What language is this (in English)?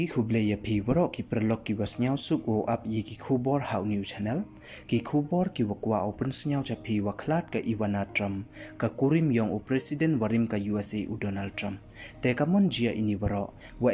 Pnar